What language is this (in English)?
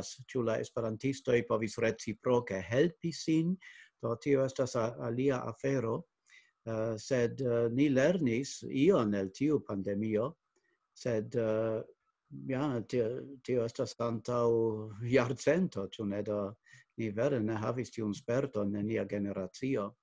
Esperanto